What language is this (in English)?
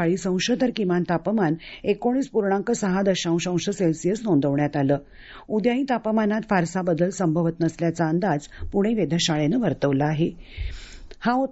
Marathi